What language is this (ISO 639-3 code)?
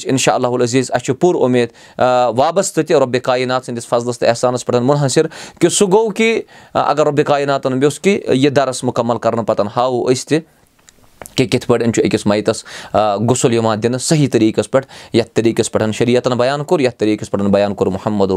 kas